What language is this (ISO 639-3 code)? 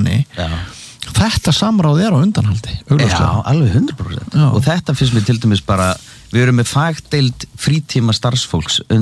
isl